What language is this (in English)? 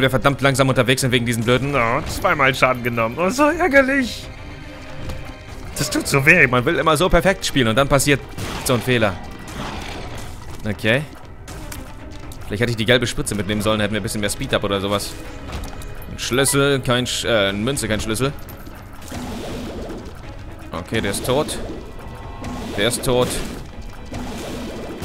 German